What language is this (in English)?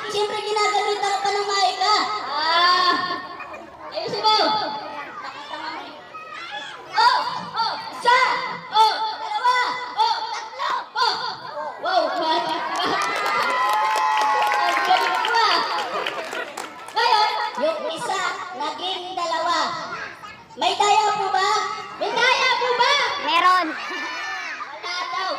Filipino